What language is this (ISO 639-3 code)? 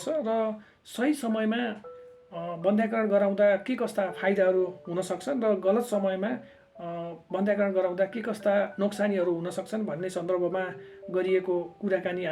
nep